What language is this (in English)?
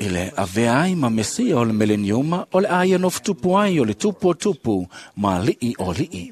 Samoan